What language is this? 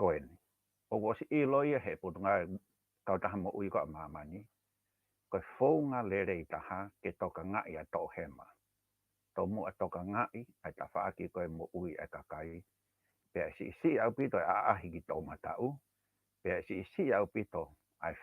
Tongan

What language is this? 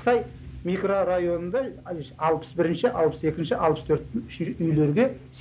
Kazakh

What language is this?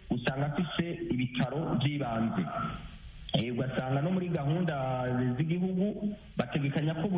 Kinyarwanda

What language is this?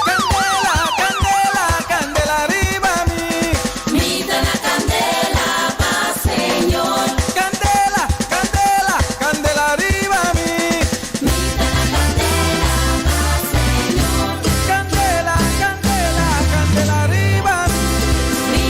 Papiamento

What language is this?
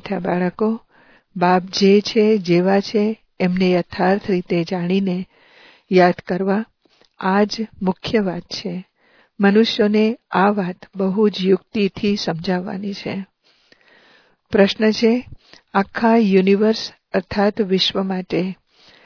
Gujarati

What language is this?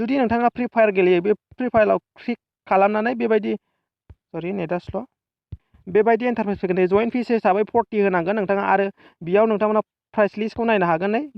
Bodo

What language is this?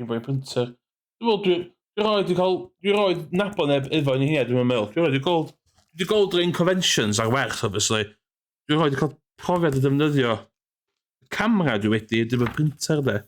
Welsh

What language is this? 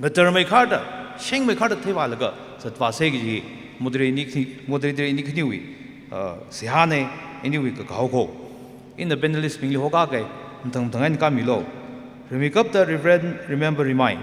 Tangkhul Naga (India)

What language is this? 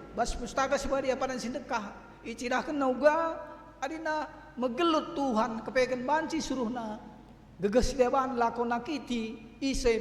Batak Karo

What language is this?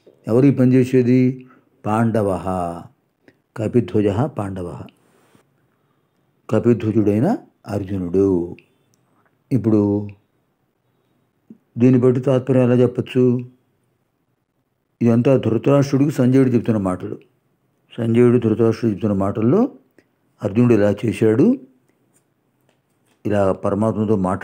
Telugu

